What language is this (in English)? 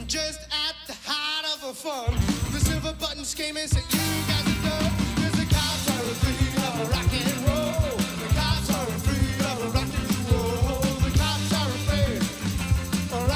Western Frisian